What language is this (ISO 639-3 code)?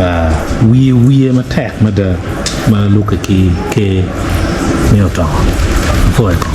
ach